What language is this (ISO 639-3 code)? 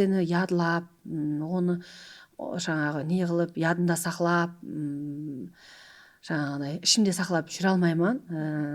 kaa